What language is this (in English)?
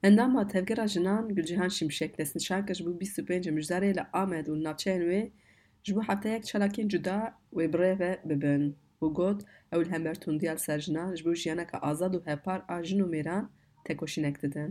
Kurdish